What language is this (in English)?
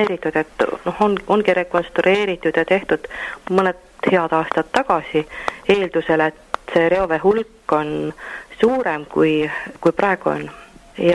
Estonian